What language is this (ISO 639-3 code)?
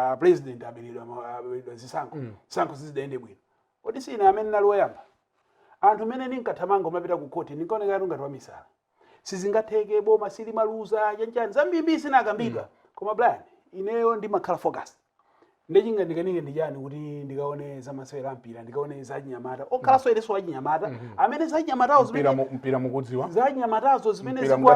nya